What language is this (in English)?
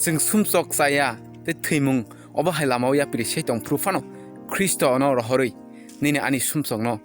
Kok Borok